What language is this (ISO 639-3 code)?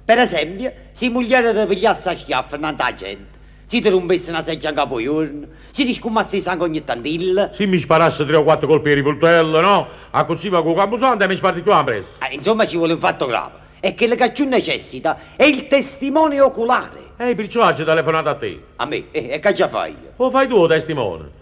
nap